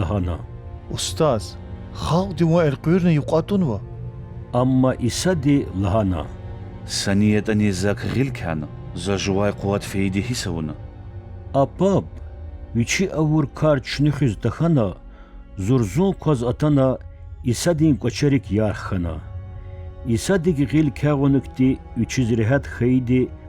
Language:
Lezghian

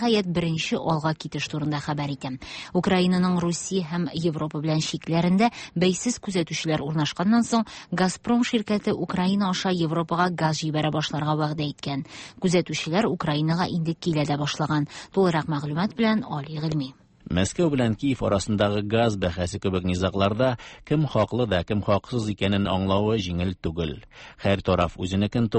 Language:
Tatar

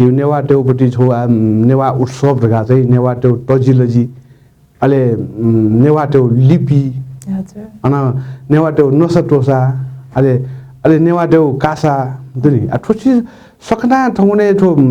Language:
Newari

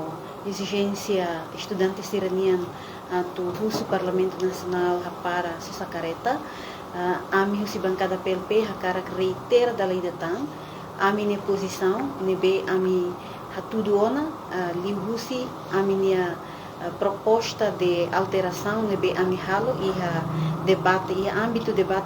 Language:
Tetum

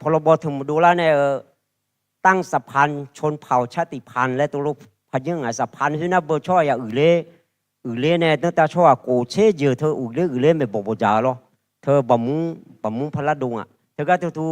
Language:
Akha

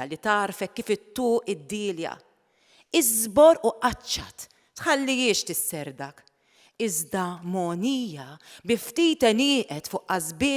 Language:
Maltese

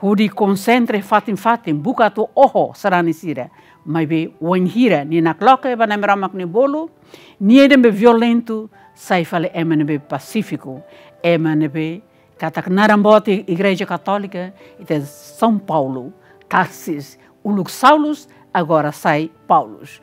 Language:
Tetum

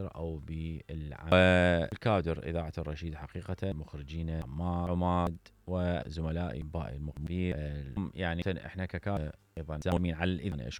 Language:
Mesopotamian Arabic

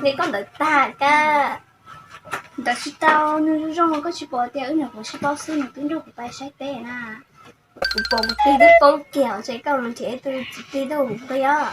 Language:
Hmong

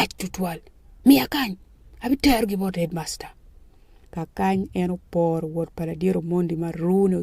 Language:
Acoli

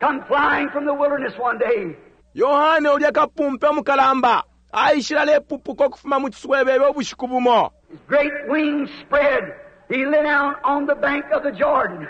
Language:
Bemba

